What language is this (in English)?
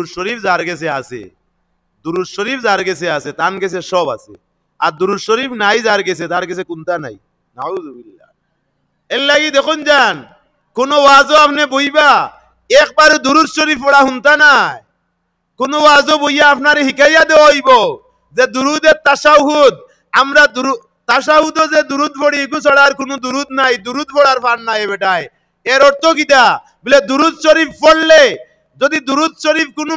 Sylheti